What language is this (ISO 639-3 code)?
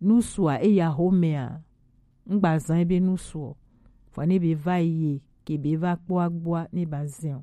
gej